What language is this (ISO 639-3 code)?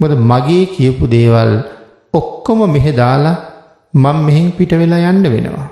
sin